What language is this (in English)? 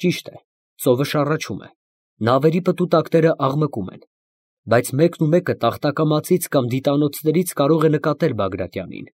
Armenian